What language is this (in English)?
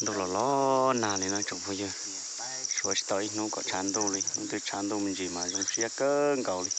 Hmong